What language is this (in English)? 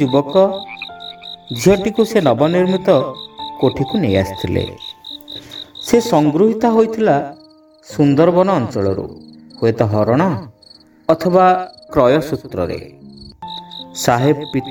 Odia